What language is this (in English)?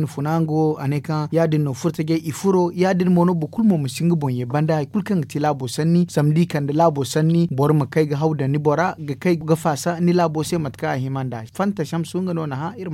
Zarma